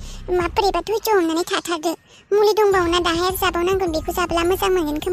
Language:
Bodo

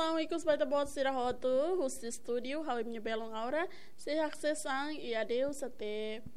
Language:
Tetum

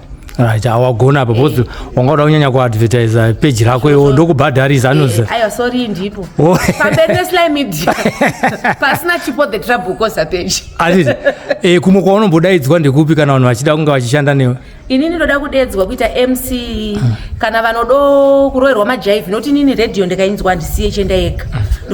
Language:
Shona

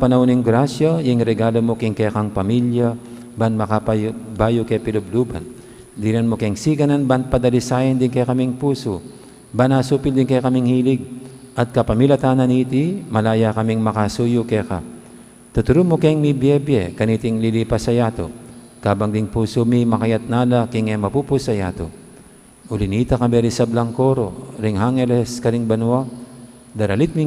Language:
Pampanga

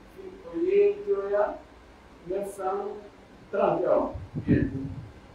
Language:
Pular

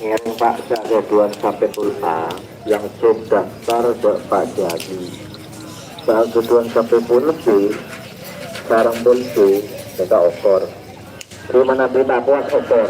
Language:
Madurese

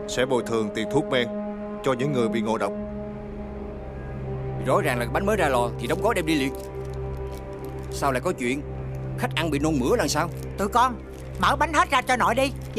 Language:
Vietnamese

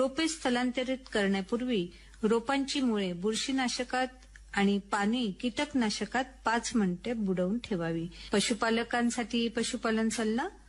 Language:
Marathi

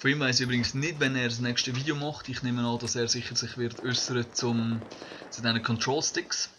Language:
Swiss German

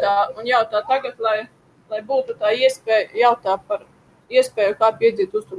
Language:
Latvian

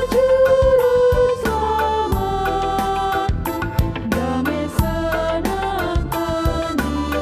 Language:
Batak Karo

